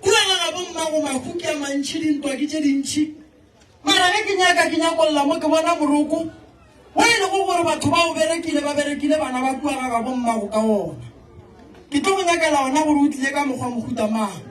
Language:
Northern Sotho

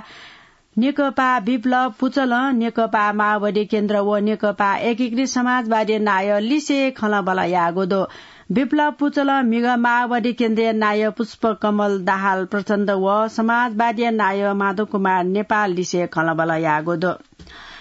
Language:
Newari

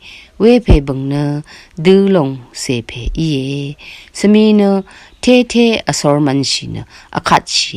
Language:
Rawang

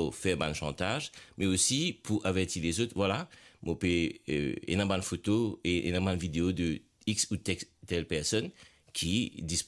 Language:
Morisyen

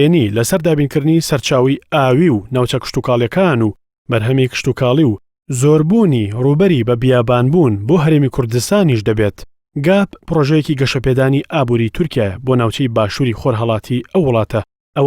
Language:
Central Kurdish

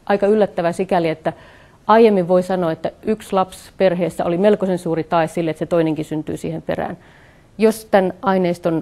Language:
Finnish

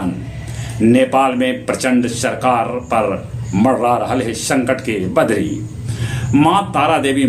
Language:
Magahi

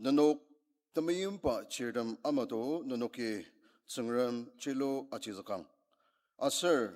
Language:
Ao Naga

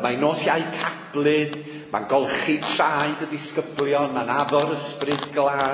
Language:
Welsh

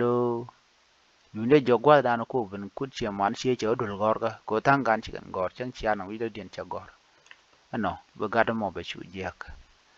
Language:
Nuer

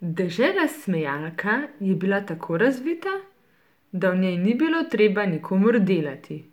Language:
Slovenian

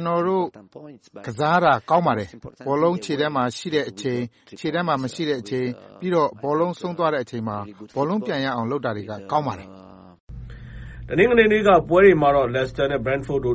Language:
Burmese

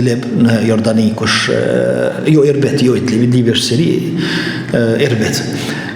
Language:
Albanian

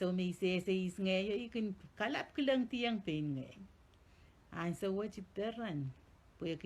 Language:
Pohnpeian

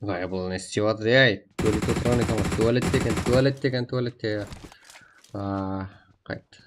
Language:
Kara-Kalpak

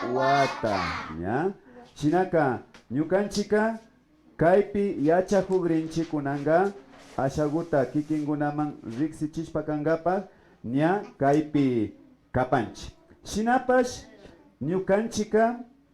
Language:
Imbabura Highland Quichua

